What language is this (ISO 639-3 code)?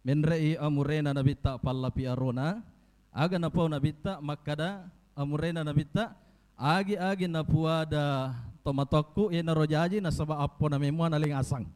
bug